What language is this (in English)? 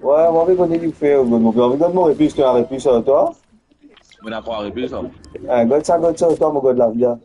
Morisyen